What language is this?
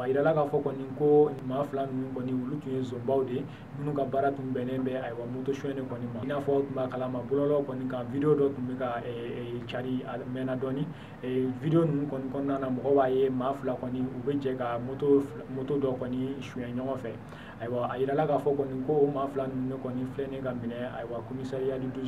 Bambara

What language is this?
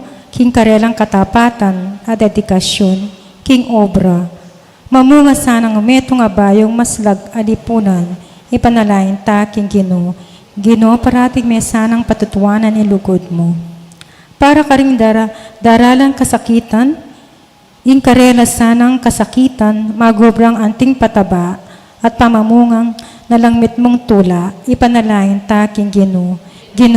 Pampanga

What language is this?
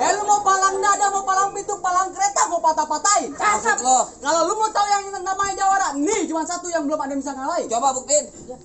Betawi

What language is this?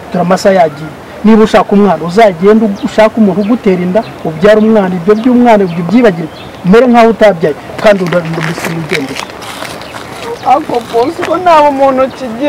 Kinyarwanda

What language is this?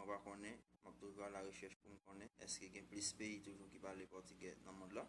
Haitian Creole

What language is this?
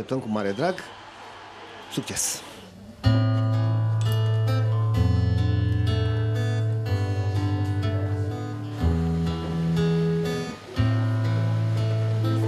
Romanian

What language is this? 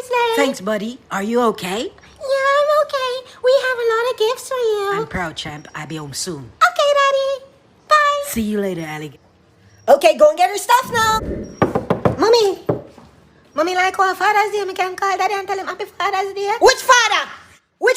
Jamaican Creole English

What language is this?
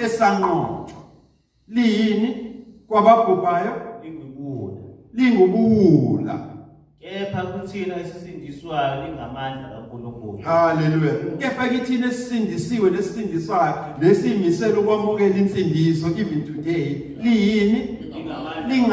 Zulu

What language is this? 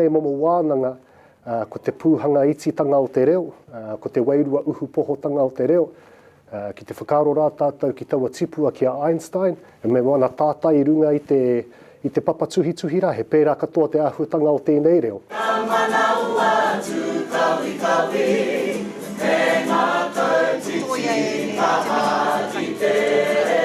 Māori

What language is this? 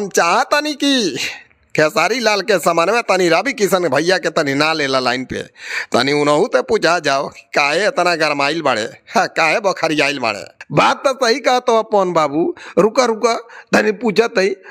Bhojpuri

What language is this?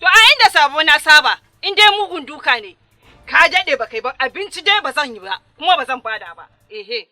Hausa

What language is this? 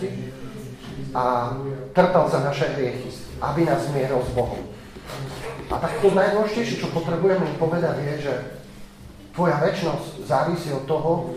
Slovak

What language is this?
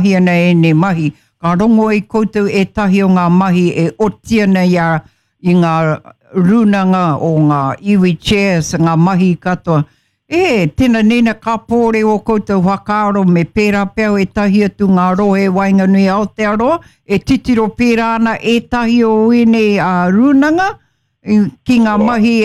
Māori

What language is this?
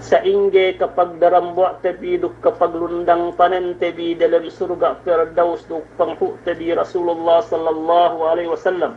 Yakan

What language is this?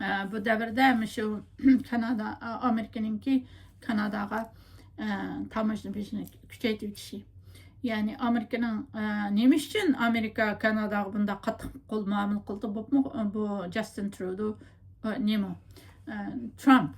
Uyghur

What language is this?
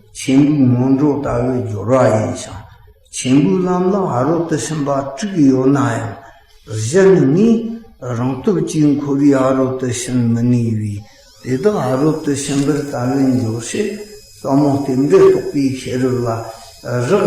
Tibetan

